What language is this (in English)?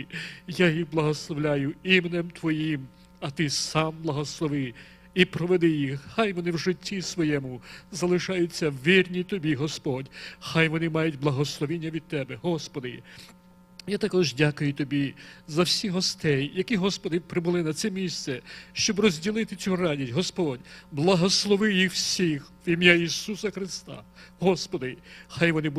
Ukrainian